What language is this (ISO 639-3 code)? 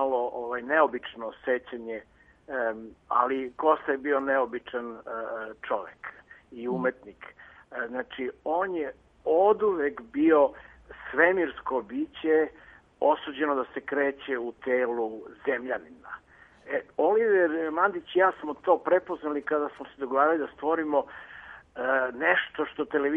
srp